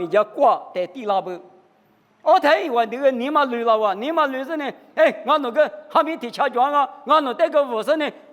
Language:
Lisu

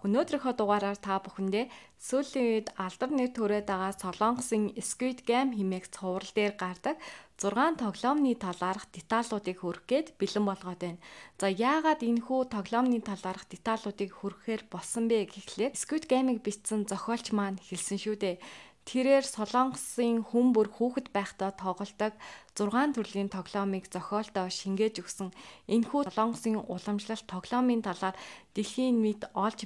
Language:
Mongolian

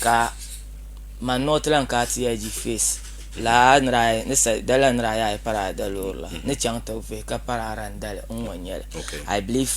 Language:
Dagbani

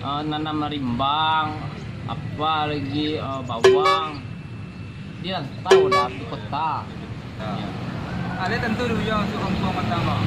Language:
Minangkabau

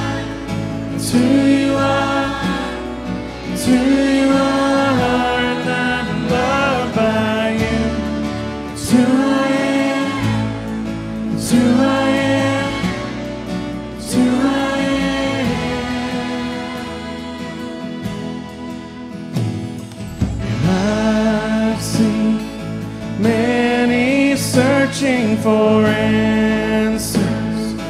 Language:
English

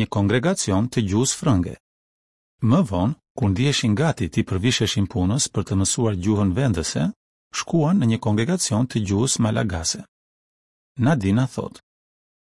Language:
Albanian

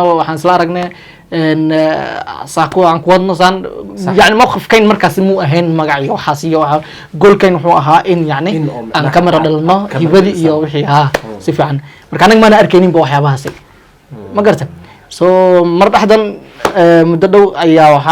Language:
Somali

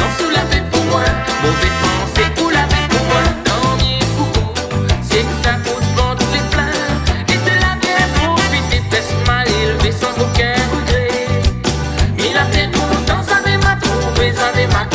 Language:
Réunion Creole French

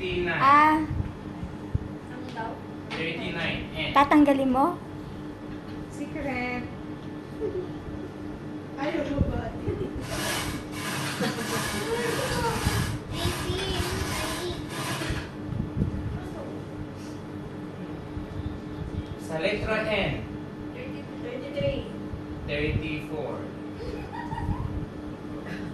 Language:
Filipino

